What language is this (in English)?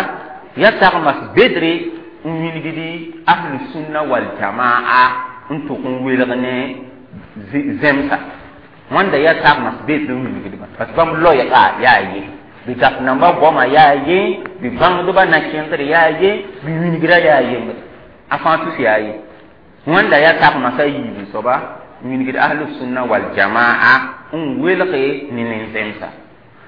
Mossi